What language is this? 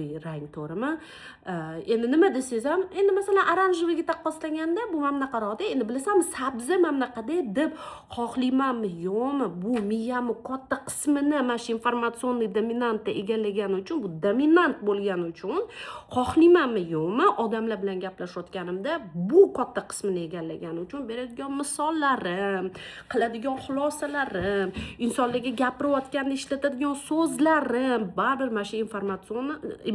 Uzbek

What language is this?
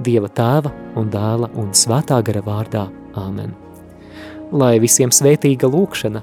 Latvian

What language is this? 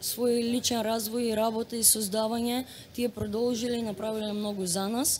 Macedonian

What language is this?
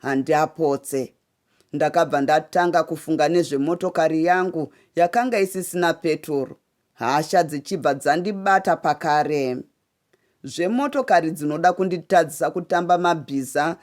Shona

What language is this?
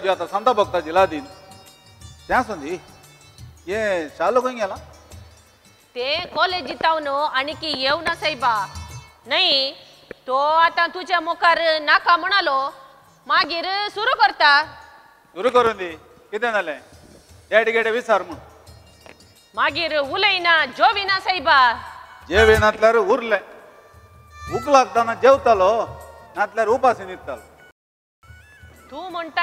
Konkani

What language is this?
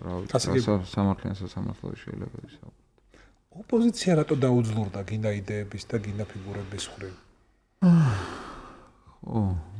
Georgian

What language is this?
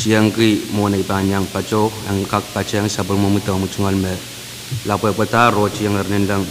Pohnpeian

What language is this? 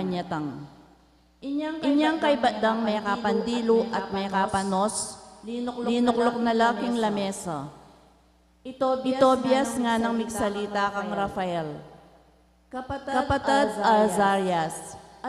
Pampanga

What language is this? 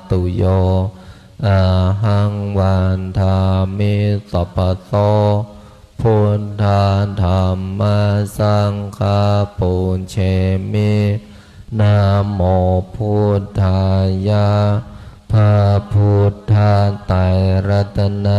Pali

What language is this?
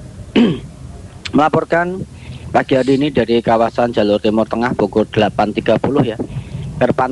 Indonesian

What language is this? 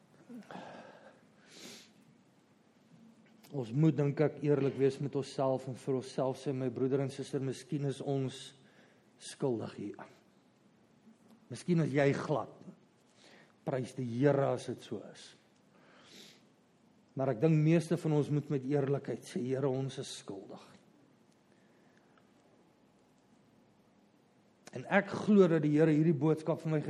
Afrikaans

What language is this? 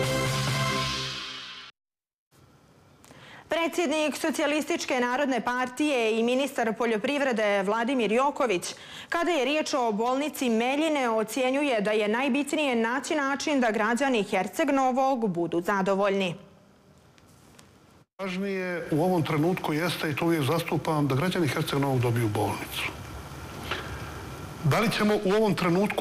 Serbian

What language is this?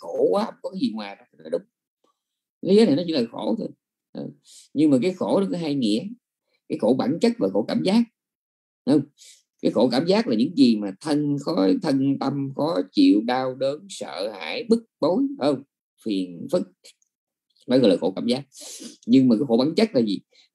Vietnamese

